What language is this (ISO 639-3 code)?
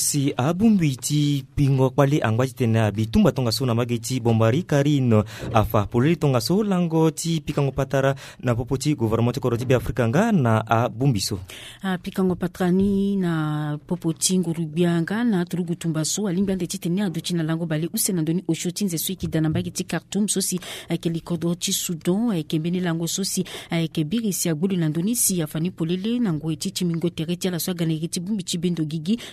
sag